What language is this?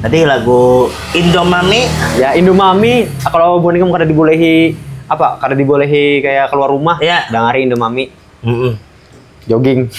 Banjar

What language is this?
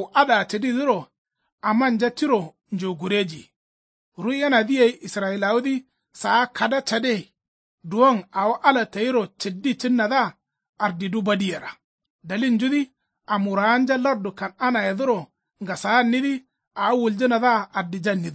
Kanuri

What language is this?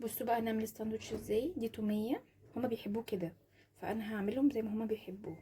Egyptian Arabic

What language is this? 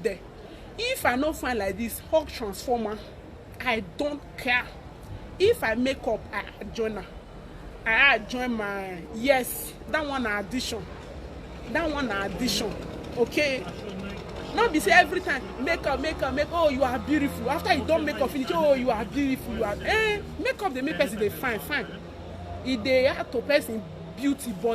Nigerian Pidgin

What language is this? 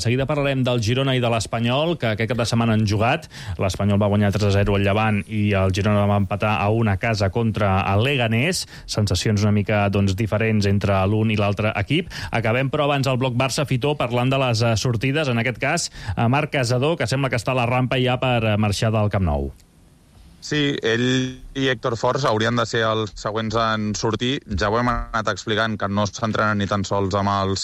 Catalan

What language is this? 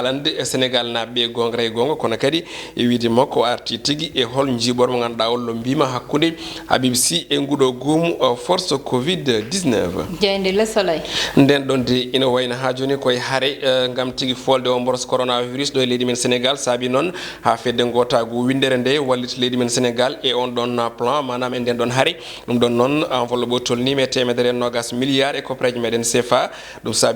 Fula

